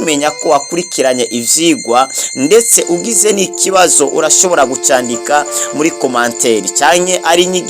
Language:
Rundi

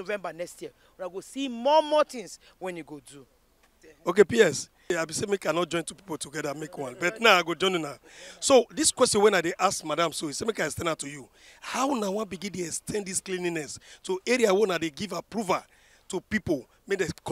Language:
Nigerian Pidgin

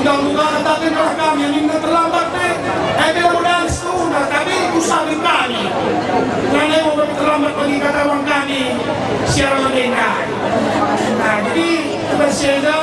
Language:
Batak Karo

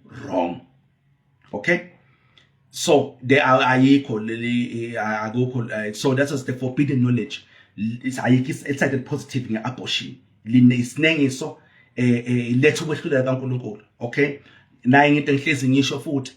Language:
Zulu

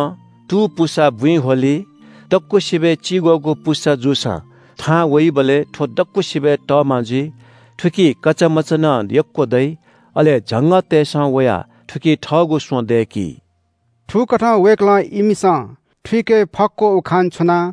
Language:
Newari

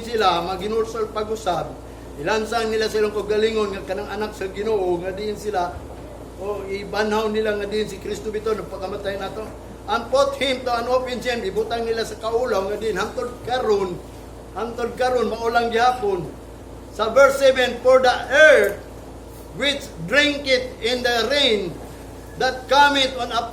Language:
Cebuano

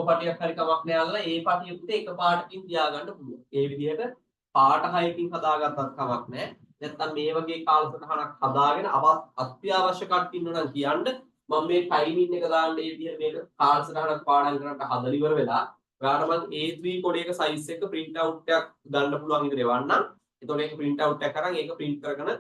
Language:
Sinhala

